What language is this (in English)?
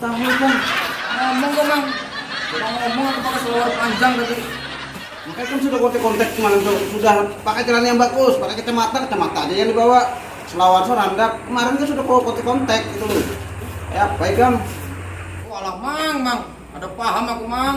Banjar